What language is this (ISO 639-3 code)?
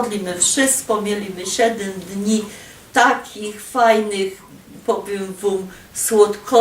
szl